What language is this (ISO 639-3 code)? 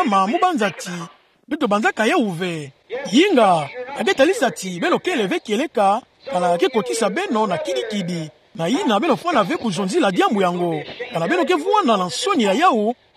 ktu